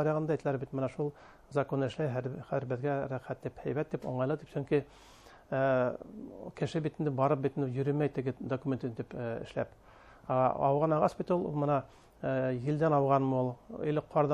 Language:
Bashkir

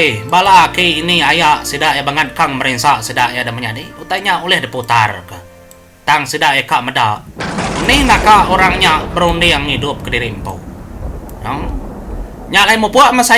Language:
Iban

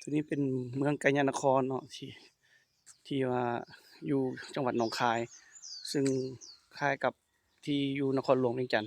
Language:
Lao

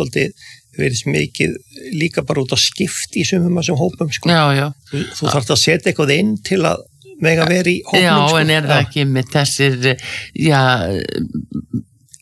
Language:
Icelandic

